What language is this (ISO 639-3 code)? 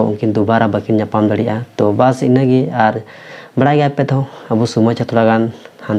sat